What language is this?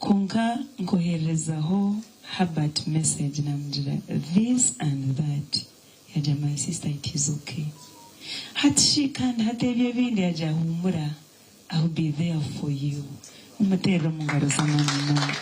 Nyankole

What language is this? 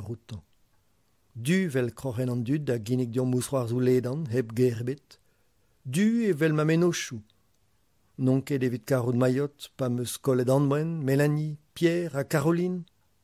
Breton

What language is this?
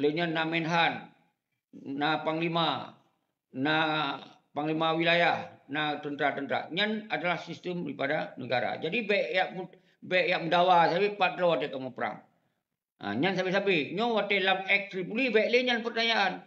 Achinese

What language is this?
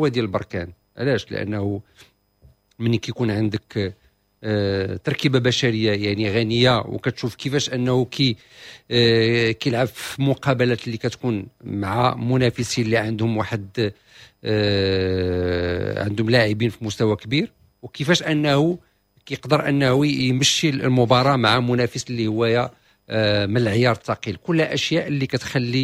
Moroccan Arabic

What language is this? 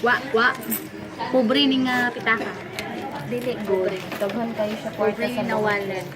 Cebuano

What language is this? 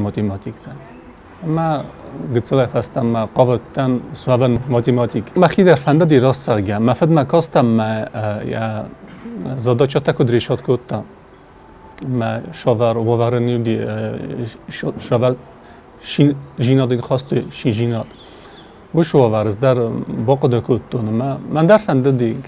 Ossetic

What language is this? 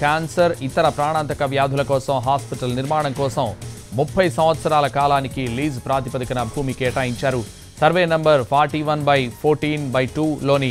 Telugu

